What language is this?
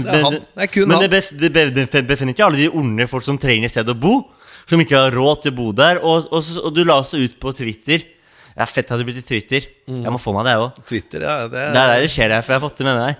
Norwegian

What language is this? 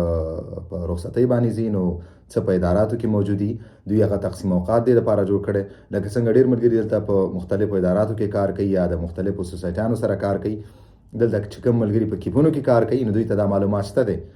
Pashto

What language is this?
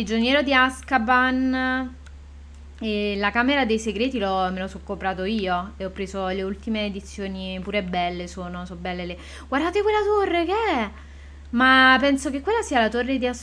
Italian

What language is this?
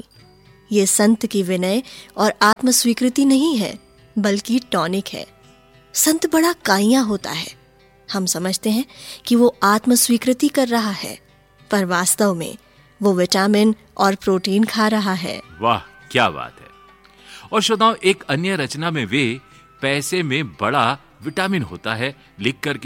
Hindi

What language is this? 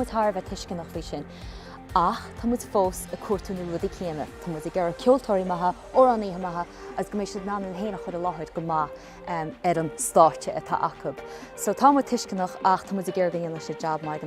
Irish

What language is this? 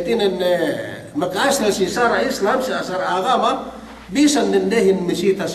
Yakan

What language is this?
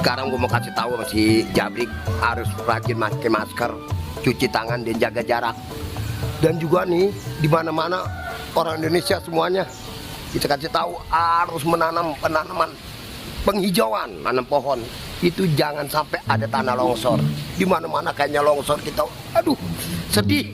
Betawi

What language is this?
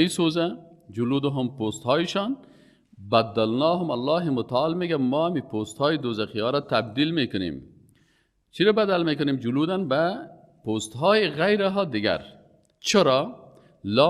Persian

